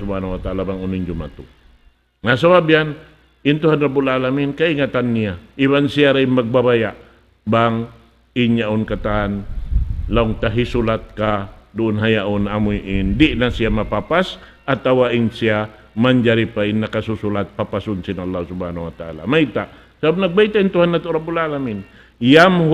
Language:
Tausug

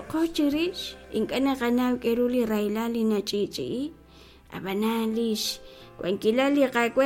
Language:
Kekchí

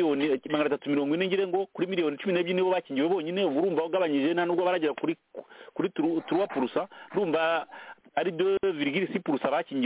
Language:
Kinyarwanda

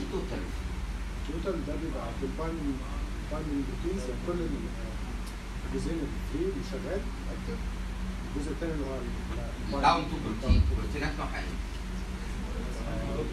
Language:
Egyptian Arabic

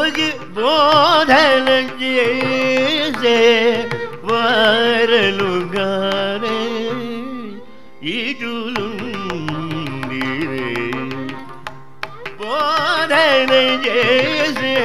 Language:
Telugu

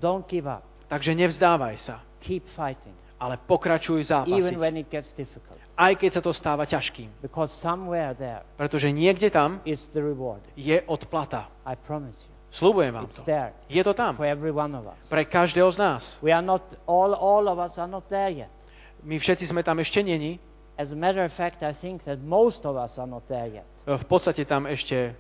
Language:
Slovak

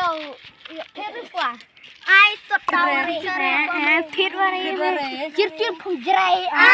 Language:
Khasi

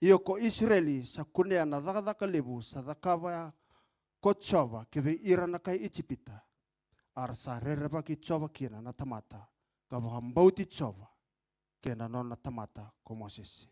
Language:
Fijian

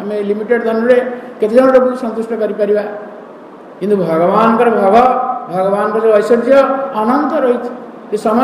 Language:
Odia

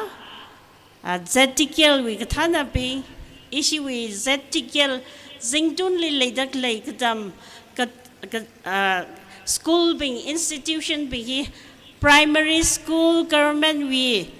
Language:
Tangkhul Naga (India)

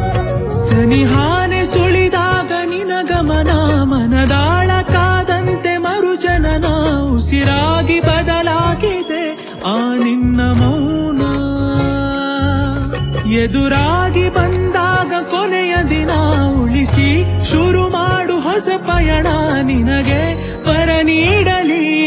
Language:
Kannada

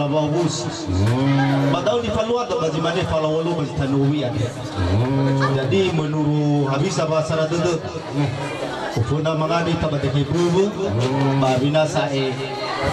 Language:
Nias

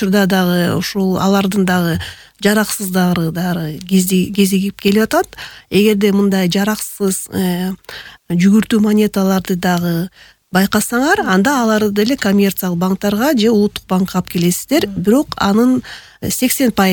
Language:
Kyrgyz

